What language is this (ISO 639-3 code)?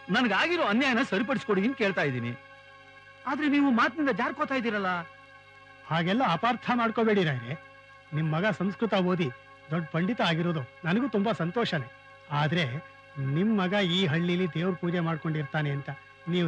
kan